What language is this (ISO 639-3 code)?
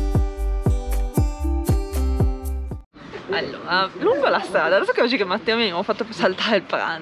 ita